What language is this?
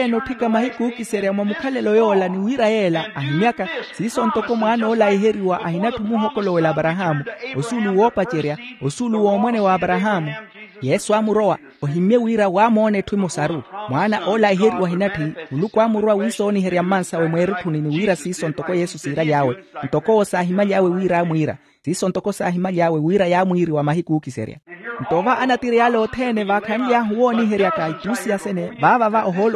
Makhuwa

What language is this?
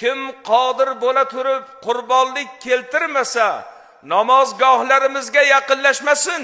Uzbek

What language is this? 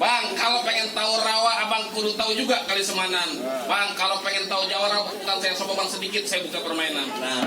Betawi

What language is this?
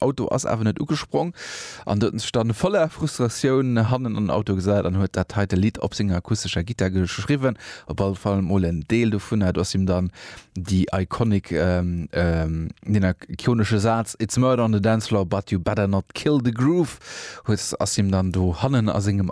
Luxembourgish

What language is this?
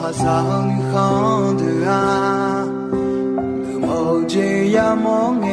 Akha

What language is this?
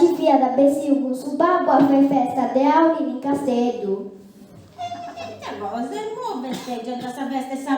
Sardinian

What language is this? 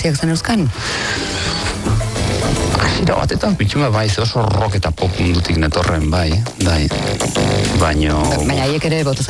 Basque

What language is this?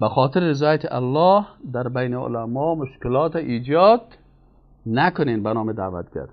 Persian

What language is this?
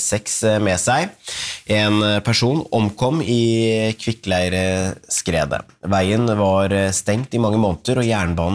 Norwegian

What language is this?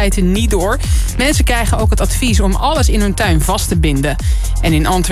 Dutch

